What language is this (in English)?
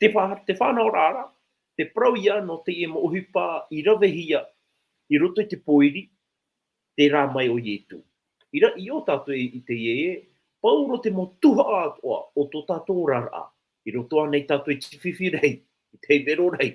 Tahitian